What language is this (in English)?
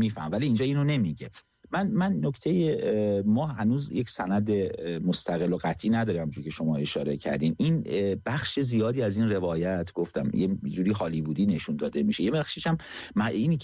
Persian